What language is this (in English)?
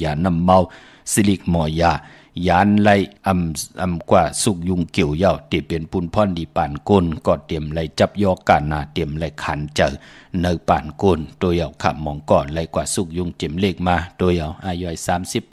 Shan